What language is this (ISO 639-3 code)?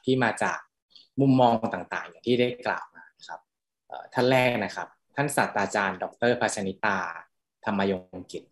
tha